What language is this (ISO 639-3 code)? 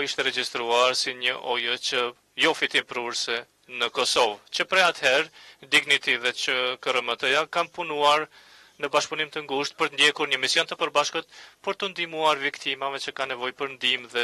sqi